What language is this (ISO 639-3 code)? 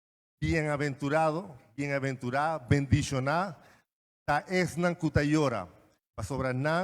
pap